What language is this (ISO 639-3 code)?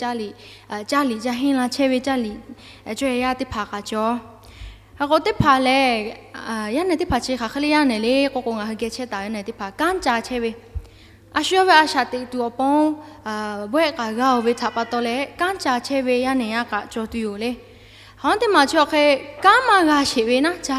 lhu